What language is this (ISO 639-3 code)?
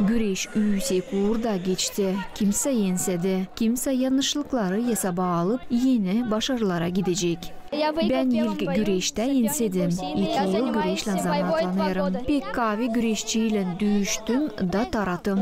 gag